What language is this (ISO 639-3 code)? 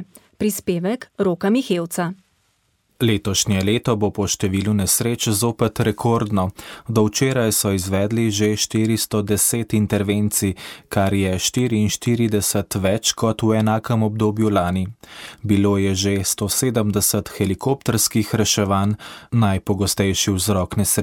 slv